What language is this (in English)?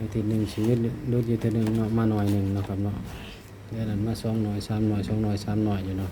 Northeastern Thai